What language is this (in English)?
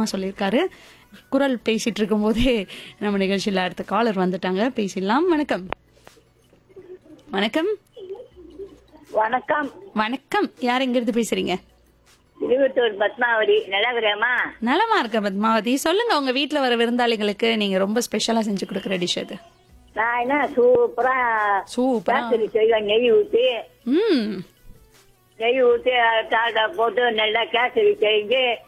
Tamil